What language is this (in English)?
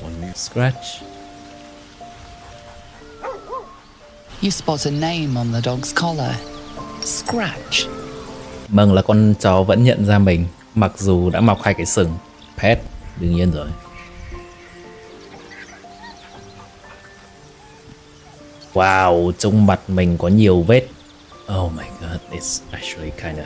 Vietnamese